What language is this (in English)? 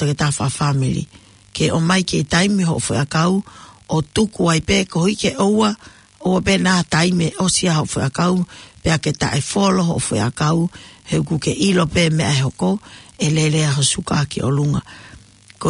Tongan